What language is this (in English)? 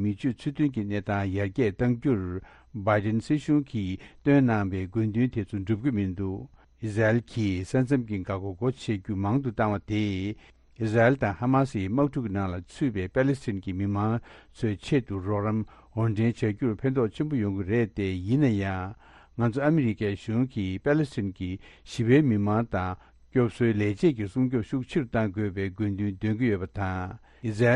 Tibetan